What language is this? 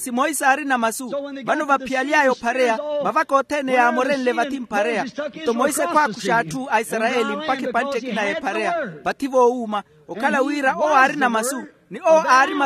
Makhuwa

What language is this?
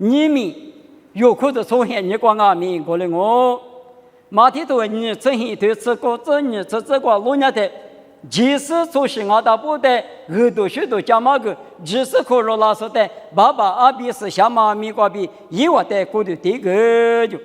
Lisu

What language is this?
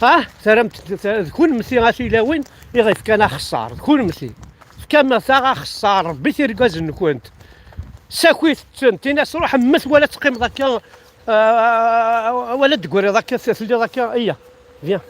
Kabyle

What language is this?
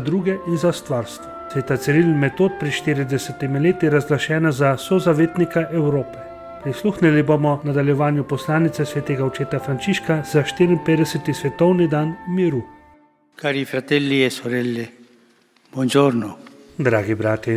Slovenian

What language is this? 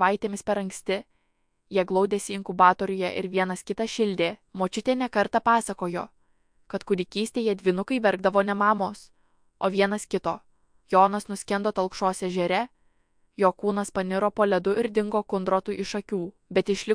Lithuanian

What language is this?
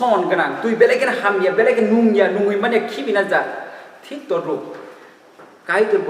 Kok Borok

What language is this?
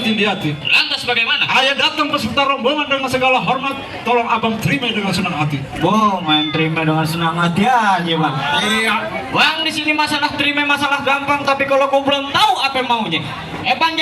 Betawi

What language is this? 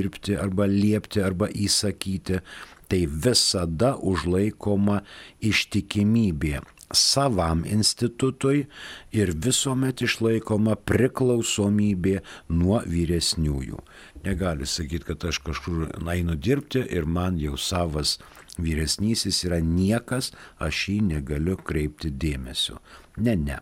Lithuanian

